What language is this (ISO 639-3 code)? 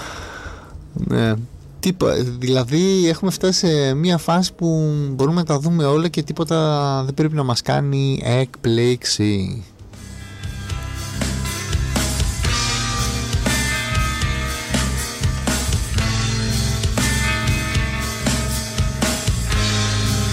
ell